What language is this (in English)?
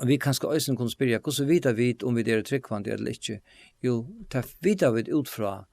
Faroese